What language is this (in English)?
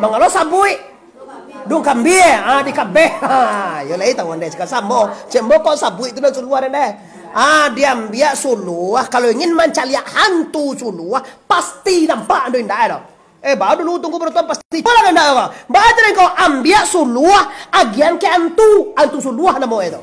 Minangkabau